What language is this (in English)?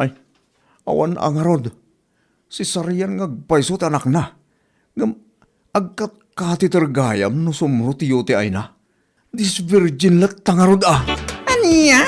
Iloko